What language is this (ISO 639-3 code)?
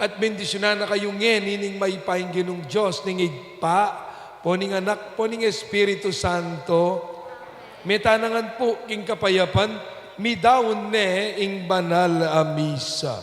pam